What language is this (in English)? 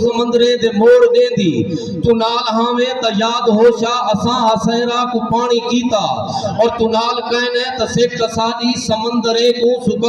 Saraiki